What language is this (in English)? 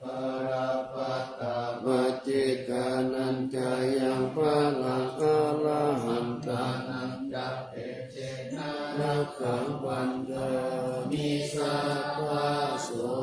Pali